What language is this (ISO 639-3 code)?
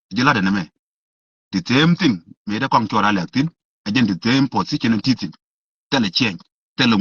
nus